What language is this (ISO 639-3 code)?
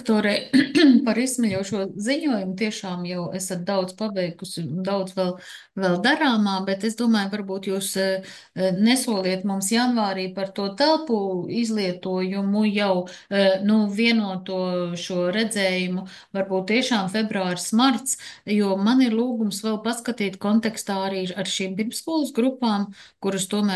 lav